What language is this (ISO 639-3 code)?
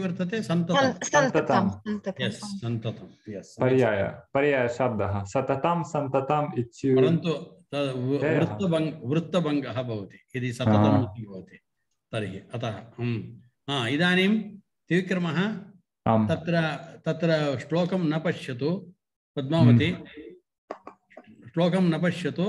san